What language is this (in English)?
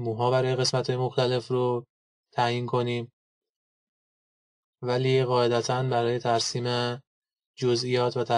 Persian